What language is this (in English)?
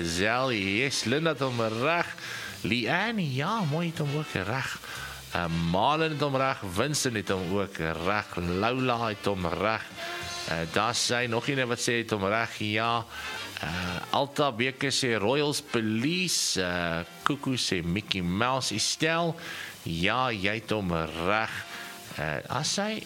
Afrikaans